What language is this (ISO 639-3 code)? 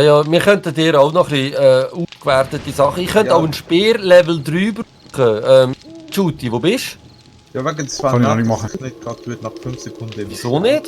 gsw